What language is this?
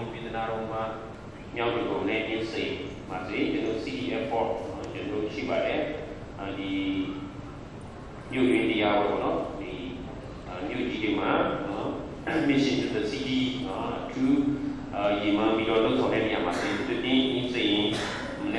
Burmese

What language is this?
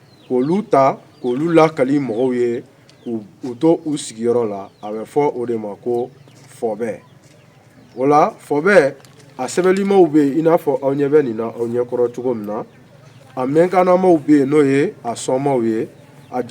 Bambara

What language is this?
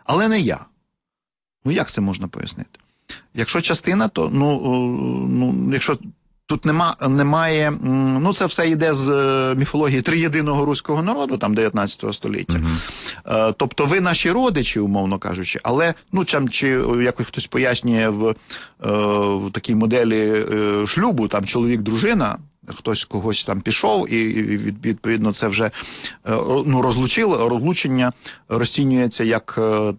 Ukrainian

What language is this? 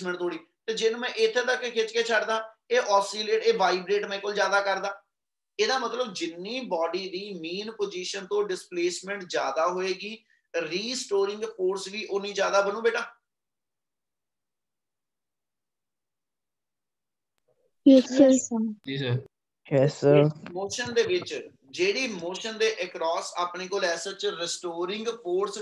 Punjabi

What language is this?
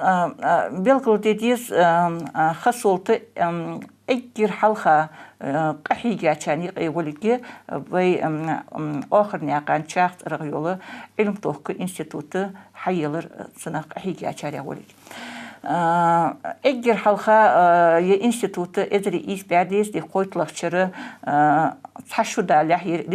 Ingush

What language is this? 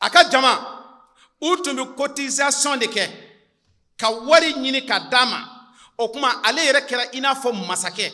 Bambara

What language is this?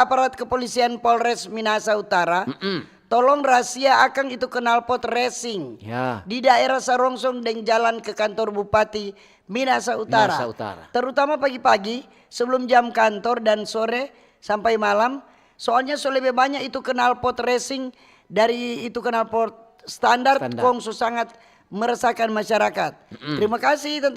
Manado Malay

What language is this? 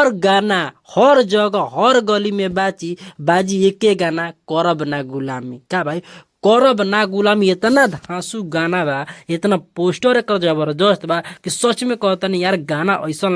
Bhojpuri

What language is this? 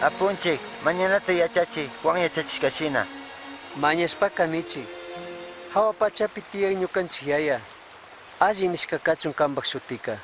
Chimborazo Highland Quichua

